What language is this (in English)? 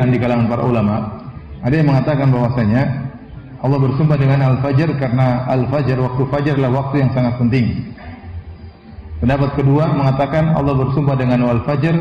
Indonesian